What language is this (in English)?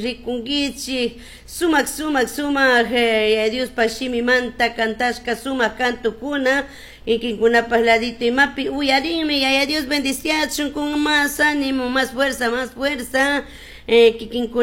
Chimborazo Highland Quichua